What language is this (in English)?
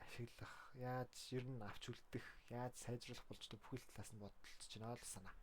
Mongolian